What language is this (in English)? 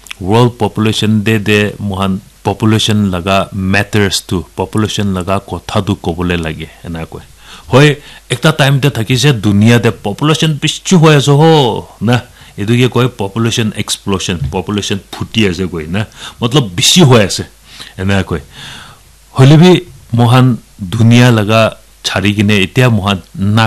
Naga Pidgin